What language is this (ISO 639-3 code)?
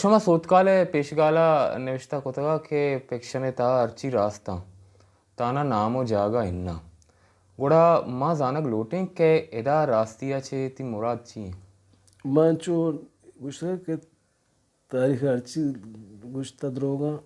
bal